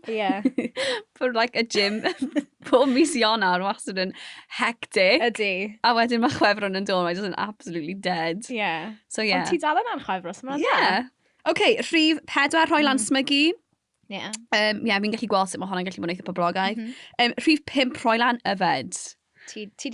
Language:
Welsh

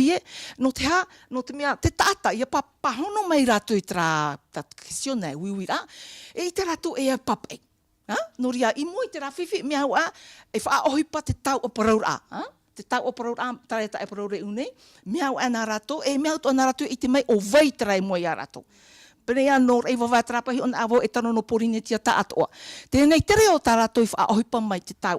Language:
Tahitian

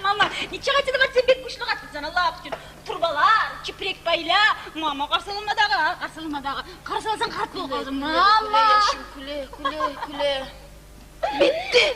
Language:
Kumyk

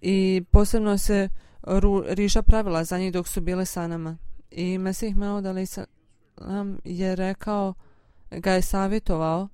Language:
Bosnian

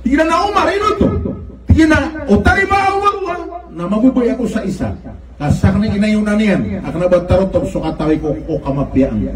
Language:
Maranao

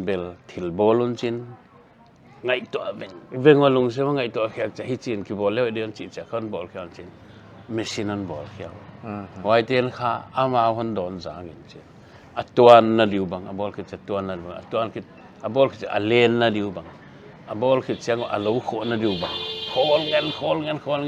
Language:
Paite Chin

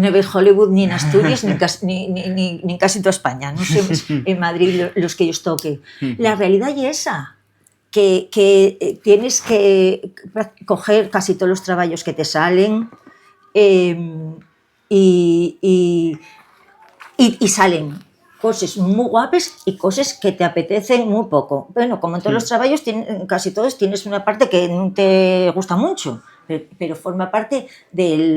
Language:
Asturian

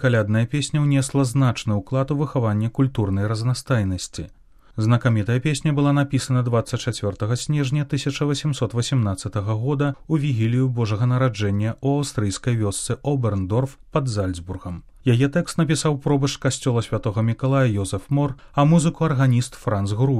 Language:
Belarusian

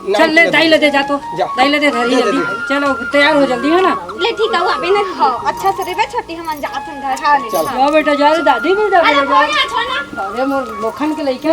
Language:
Chhattisgarhi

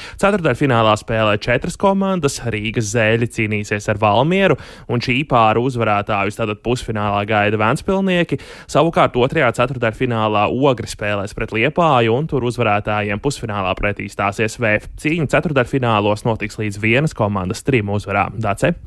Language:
Latvian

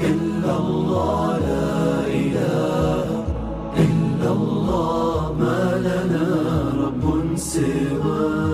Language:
Ingush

